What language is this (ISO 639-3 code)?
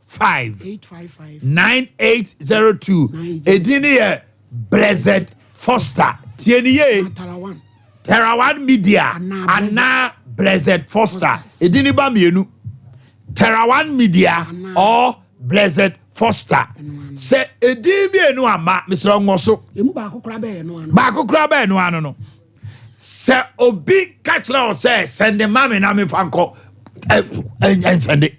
aka